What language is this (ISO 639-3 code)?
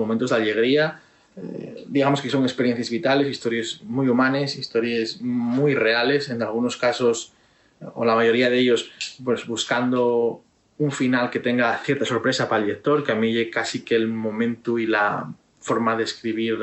ast